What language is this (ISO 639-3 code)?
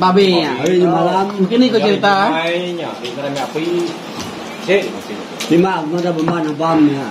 iba